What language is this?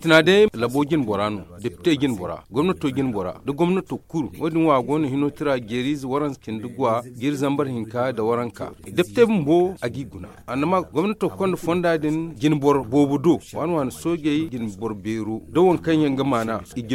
Zarma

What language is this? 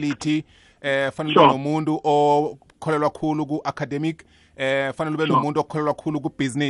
South Ndebele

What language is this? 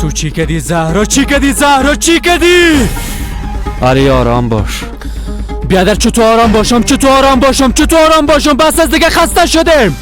Persian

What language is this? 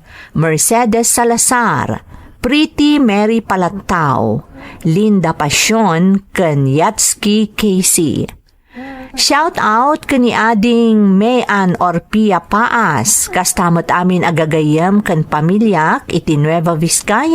Iloko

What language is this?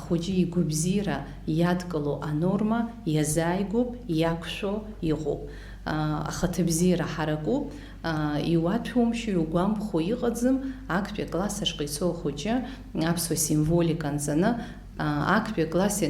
Abkhazian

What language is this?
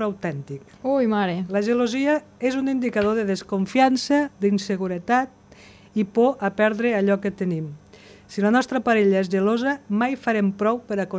Catalan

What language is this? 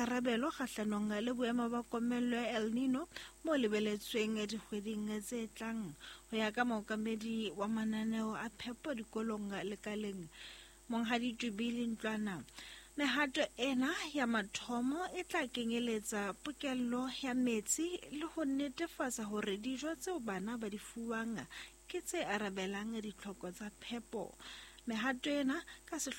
Southern Sotho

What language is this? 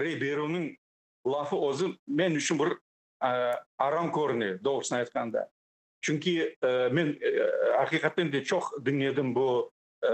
Crimean Tatar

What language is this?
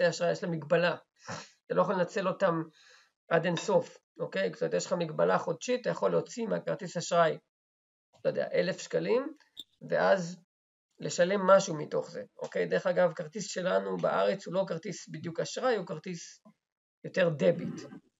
Hebrew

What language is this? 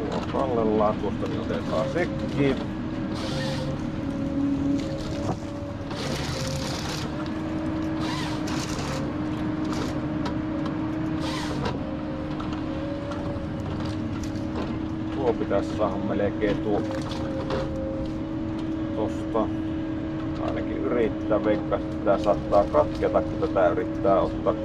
Finnish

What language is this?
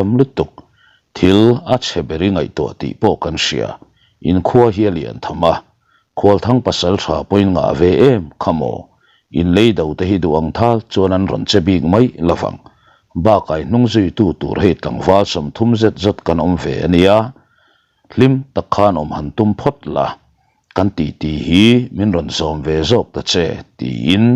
Mizo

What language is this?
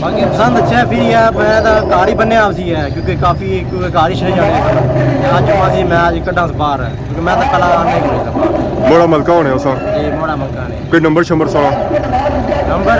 Pahari-Potwari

